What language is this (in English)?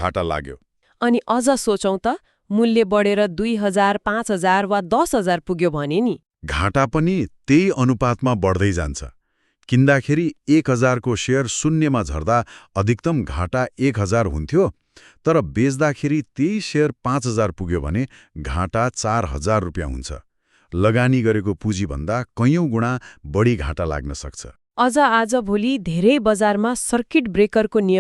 Nepali